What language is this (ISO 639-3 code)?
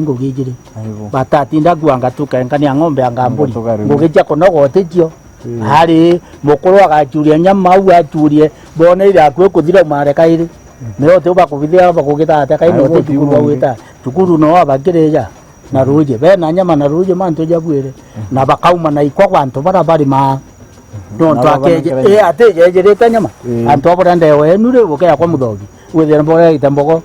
mer